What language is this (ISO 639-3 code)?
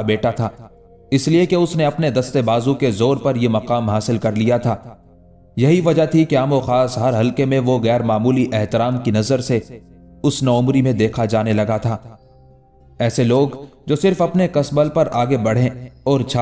urd